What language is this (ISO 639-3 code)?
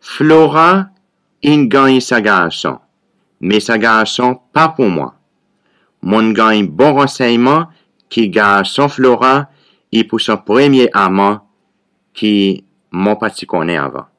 crs